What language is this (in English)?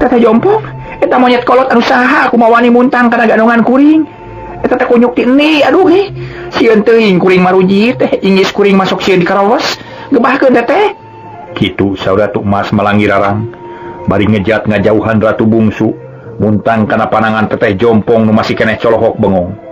Sundanese